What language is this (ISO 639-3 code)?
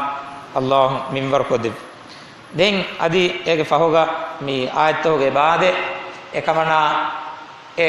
div